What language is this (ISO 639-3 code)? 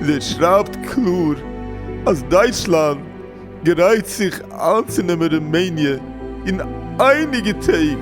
yid